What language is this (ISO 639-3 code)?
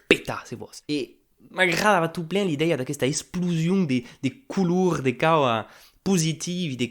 oci